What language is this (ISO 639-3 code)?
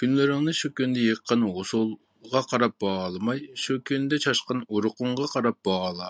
uig